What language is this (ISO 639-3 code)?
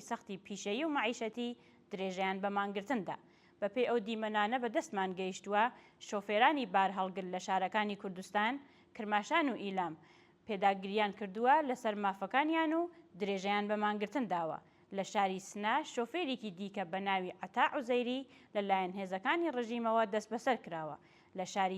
ckb